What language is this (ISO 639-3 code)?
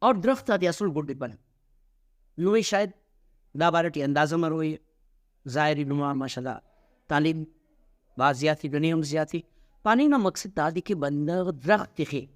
brh